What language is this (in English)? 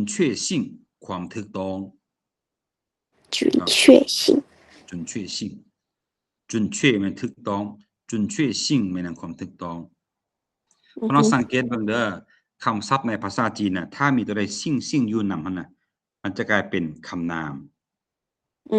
Lao